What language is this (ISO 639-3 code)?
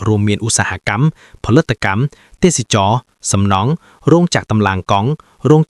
khm